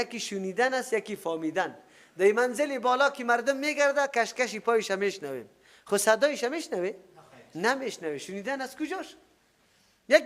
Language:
Persian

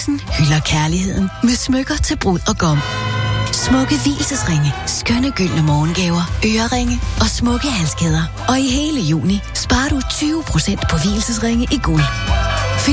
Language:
Danish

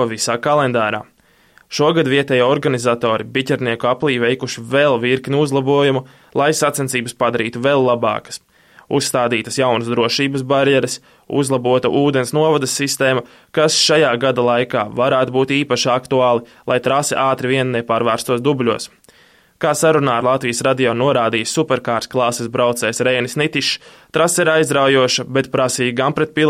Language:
Latvian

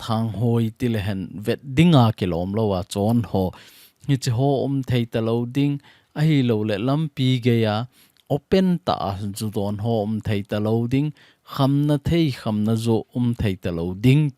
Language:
Thado Chin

